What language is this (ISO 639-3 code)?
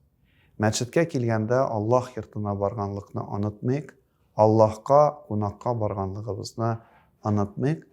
tat